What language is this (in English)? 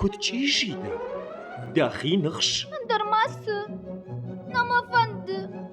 Ossetic